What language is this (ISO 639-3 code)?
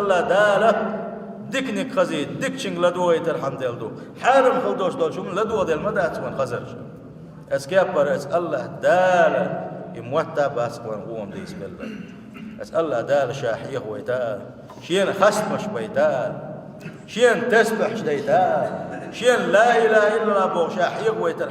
che